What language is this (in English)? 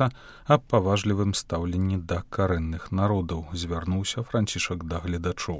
Belarusian